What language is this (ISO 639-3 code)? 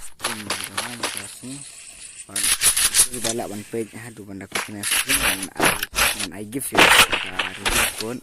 kha